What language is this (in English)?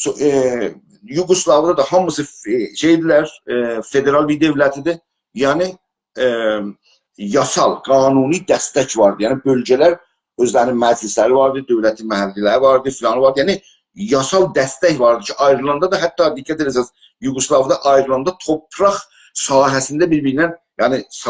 South Azerbaijani